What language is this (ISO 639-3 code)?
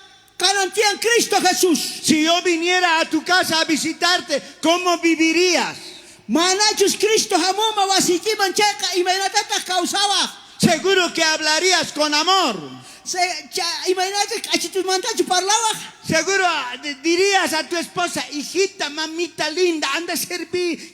quh